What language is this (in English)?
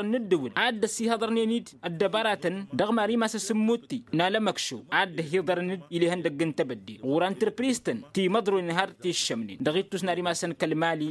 Tamasheq